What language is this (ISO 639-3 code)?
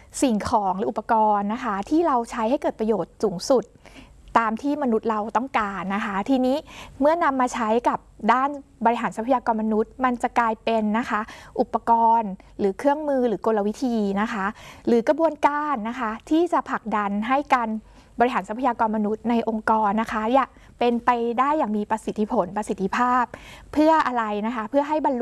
tha